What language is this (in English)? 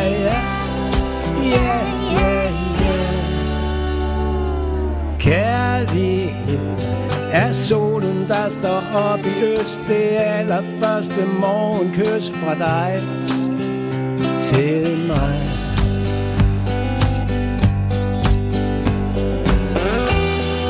Danish